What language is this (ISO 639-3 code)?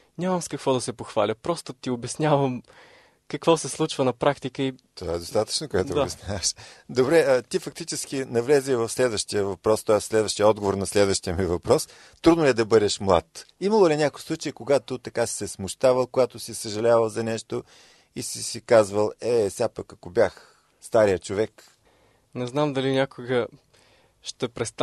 bul